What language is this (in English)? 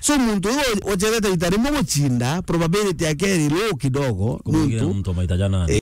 Meru